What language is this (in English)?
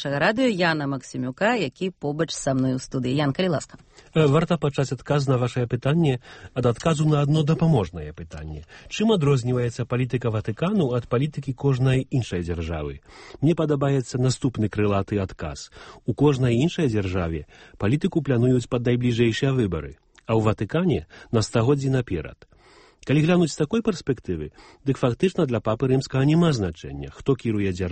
Belarusian